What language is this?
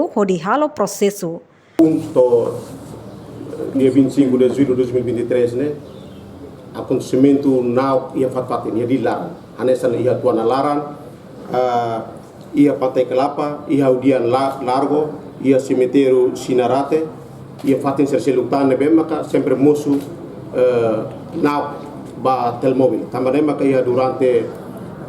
Tetum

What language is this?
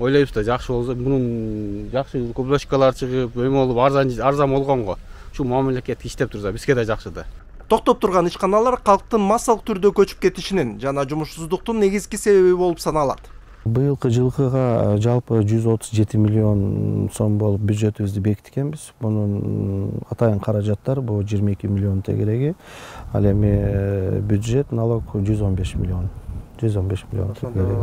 Kyrgyz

